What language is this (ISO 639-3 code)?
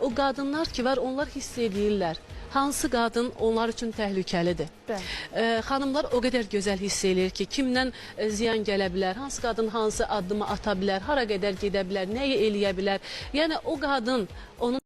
aze